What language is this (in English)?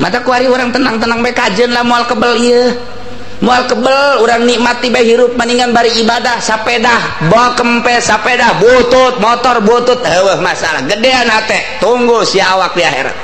Sundanese